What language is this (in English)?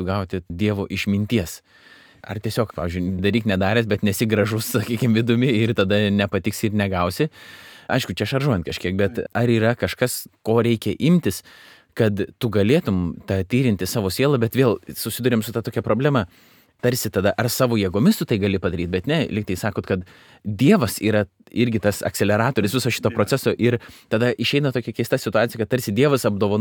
Lithuanian